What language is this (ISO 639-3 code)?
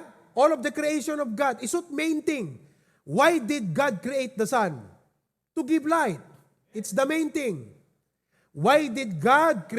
ilo